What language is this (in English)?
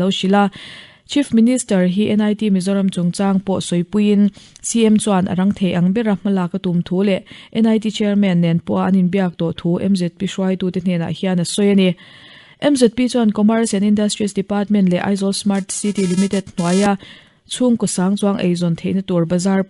Mizo